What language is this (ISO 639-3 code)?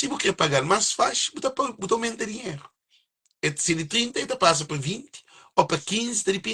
kea